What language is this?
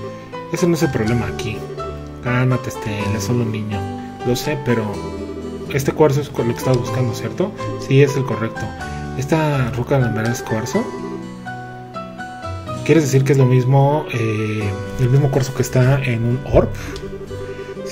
Spanish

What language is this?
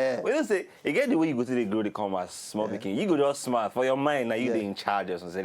Nigerian Pidgin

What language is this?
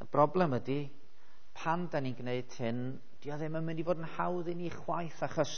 Welsh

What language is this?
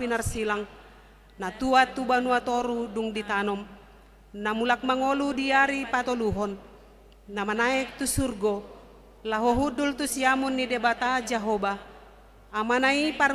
Batak Toba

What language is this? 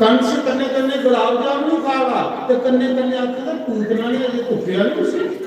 Dogri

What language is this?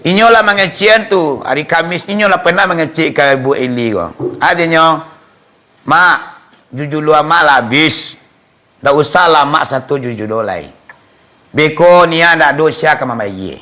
Minangkabau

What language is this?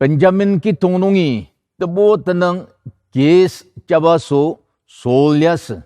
Ao Naga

